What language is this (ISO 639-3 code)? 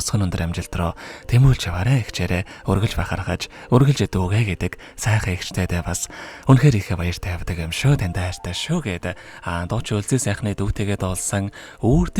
mon